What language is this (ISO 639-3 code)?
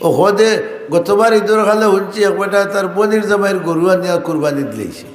syl